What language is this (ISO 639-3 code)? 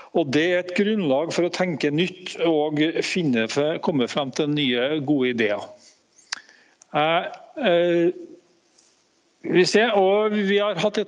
nor